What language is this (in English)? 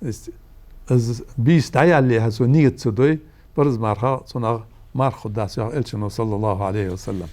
Ingush